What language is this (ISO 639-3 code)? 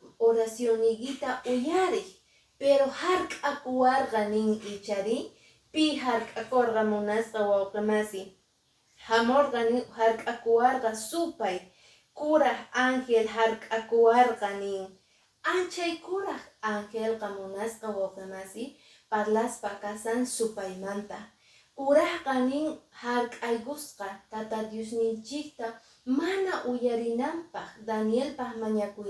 que